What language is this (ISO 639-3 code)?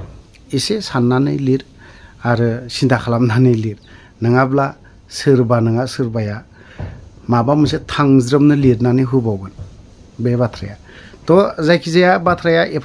brx